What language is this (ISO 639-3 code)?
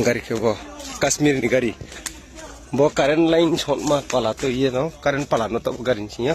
ria